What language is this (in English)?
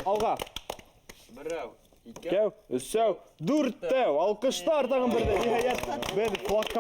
Bashkir